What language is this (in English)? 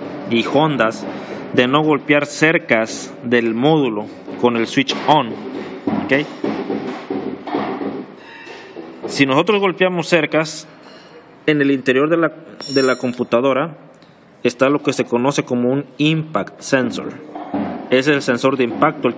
Spanish